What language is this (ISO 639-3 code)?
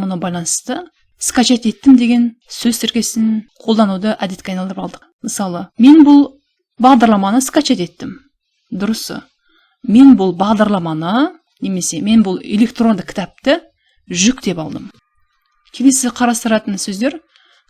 kaz